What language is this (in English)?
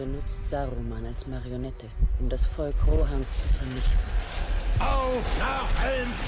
Bavarian